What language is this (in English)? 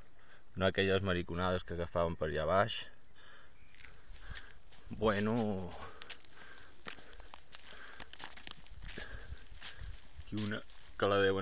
Catalan